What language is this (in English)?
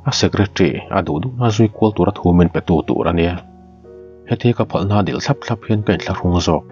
Mizo